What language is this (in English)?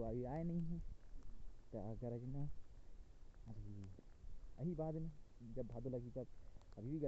Chhattisgarhi